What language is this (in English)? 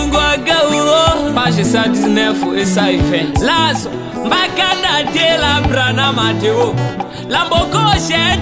Tetela